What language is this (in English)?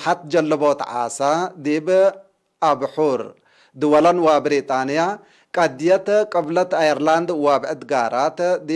Tigre